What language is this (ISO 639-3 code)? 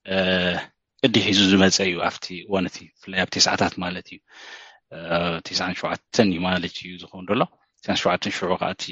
tir